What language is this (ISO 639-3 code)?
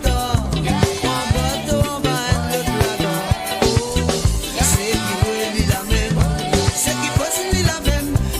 mfe